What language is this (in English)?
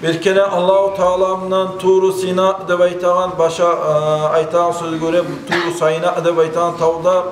Kumyk